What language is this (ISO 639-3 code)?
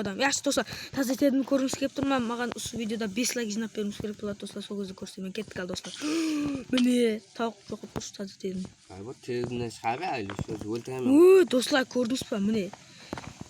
kaa